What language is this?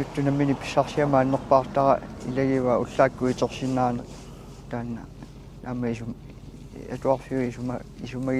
Kalaallisut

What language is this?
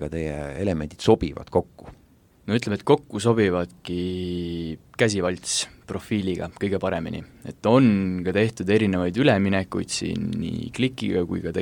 Estonian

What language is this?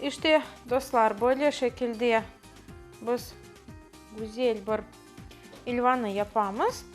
Crimean Tatar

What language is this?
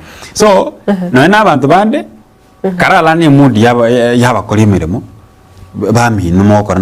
Gusii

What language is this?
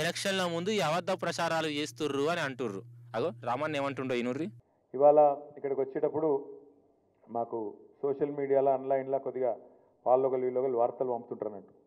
Telugu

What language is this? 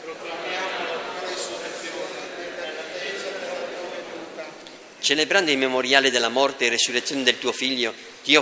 Italian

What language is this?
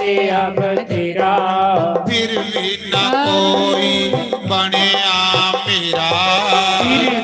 Dogri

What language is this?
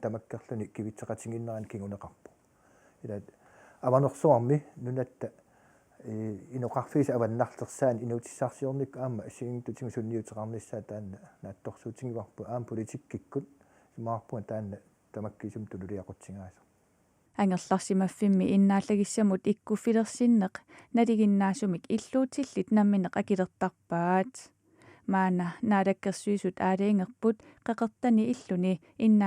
Kalaallisut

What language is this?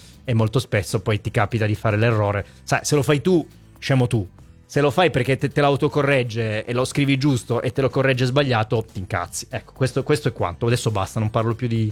Italian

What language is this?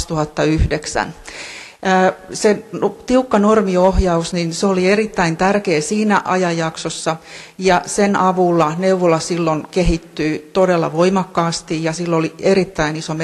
Finnish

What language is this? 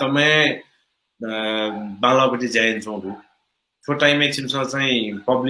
Newari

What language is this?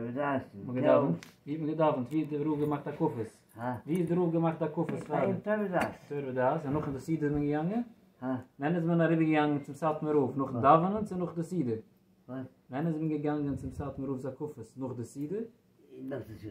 Yiddish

